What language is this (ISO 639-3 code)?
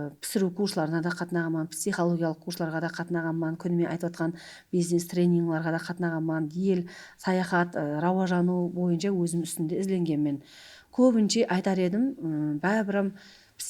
kaa